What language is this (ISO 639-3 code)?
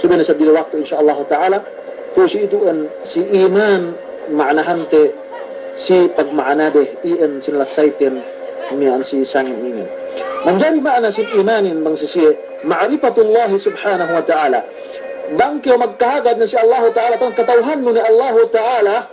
yka